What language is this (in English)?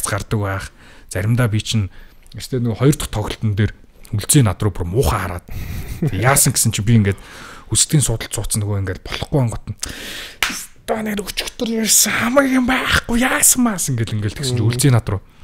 Mongolian